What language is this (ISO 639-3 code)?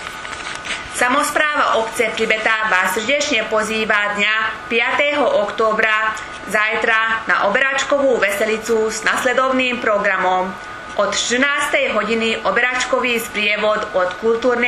slk